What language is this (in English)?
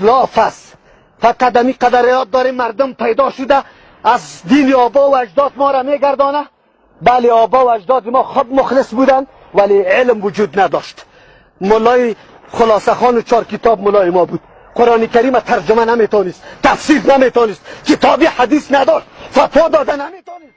Persian